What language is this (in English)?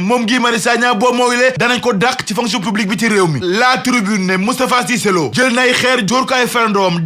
Wolof